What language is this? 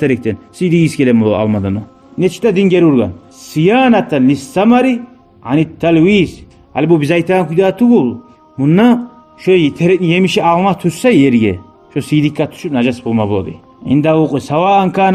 Kumyk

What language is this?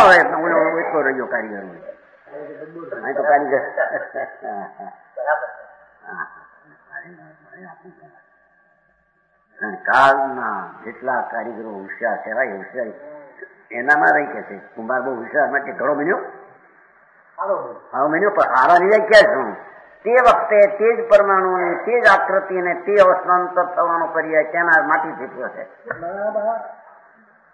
Gujarati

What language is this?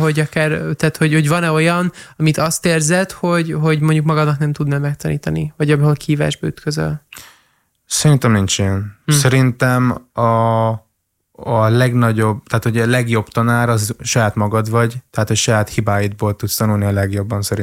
Hungarian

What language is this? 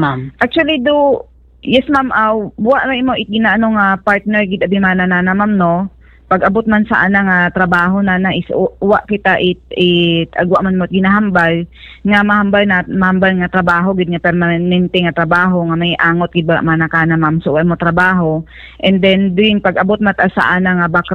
Hiligaynon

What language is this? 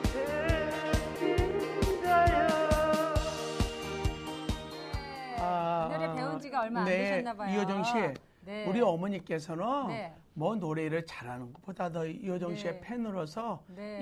Korean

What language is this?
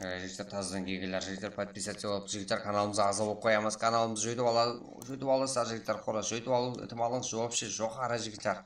Kara-Kalpak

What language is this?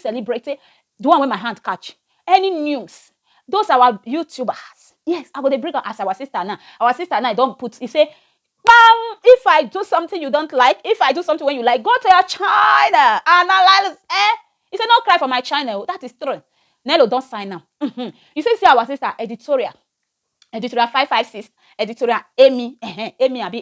Nigerian Pidgin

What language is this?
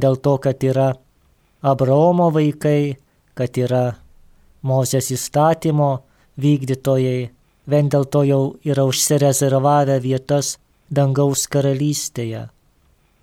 Lithuanian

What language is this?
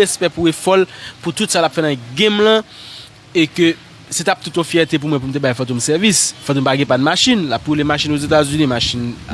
Haitian Creole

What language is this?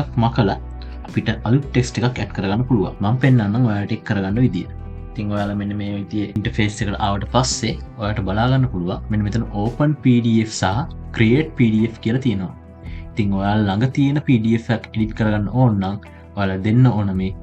Sinhala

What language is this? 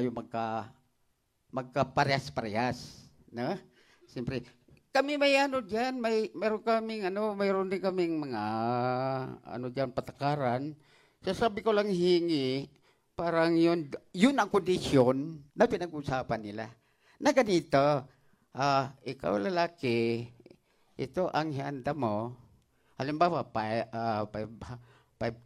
Filipino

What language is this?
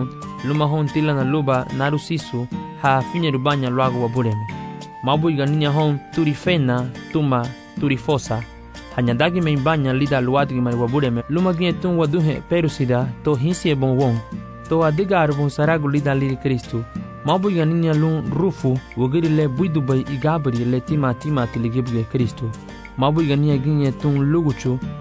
Garifuna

